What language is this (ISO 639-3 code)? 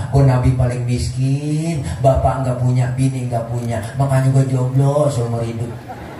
bew